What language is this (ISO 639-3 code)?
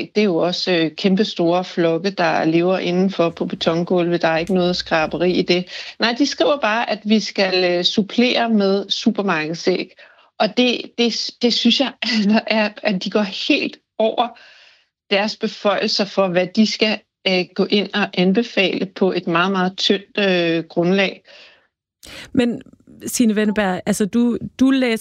dan